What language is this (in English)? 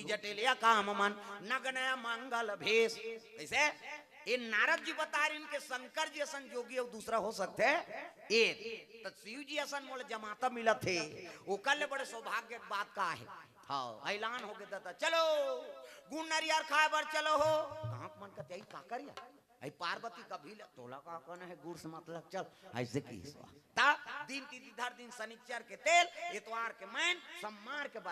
Chhattisgarhi